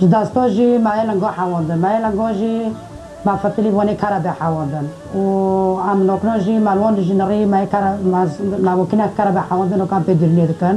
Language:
Kurdish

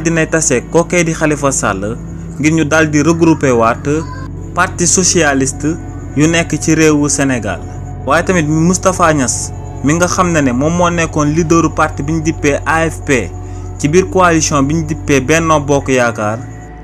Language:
Wolof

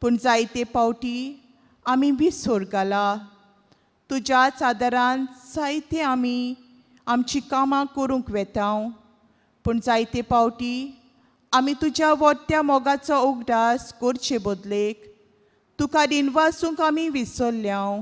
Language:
Konkani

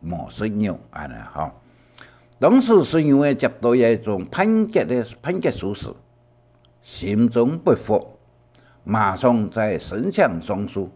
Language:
Hakka Chinese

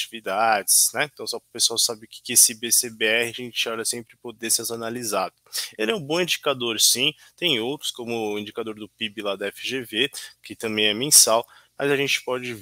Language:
Portuguese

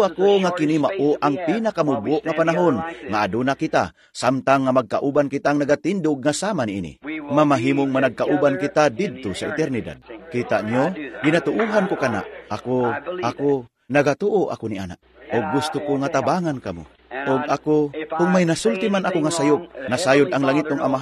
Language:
Cebuano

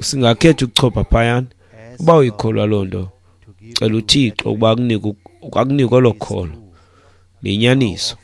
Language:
Xhosa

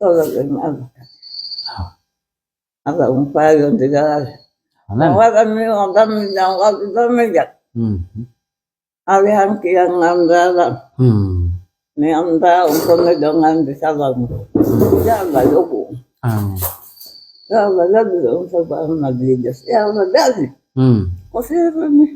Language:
Pular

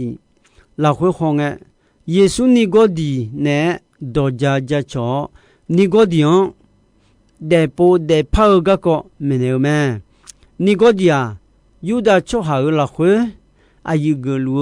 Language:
Akha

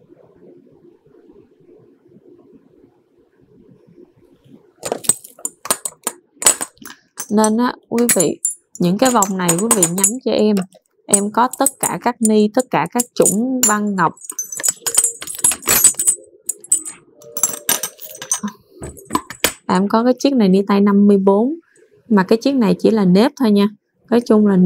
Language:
Vietnamese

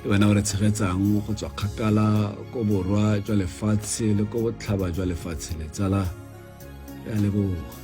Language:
Tswana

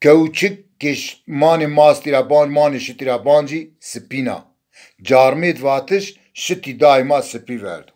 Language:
Zaza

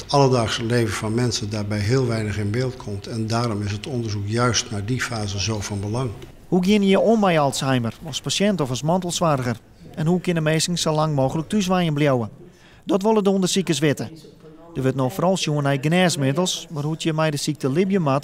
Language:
Western Frisian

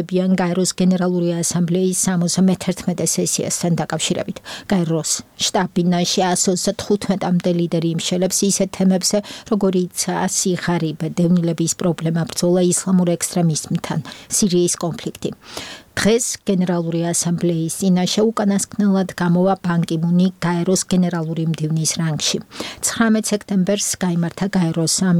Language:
Georgian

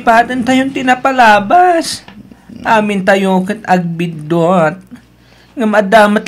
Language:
Iloko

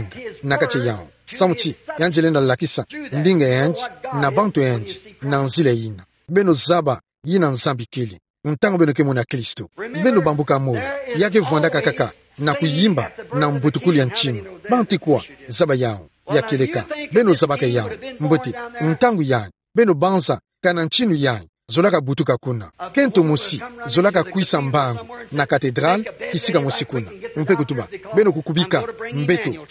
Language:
Kituba (Democratic Republic of Congo)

